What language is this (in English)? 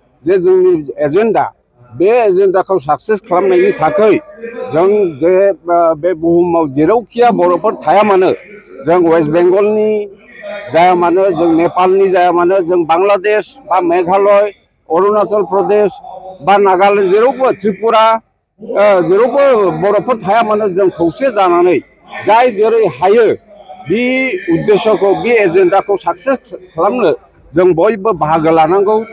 Bodo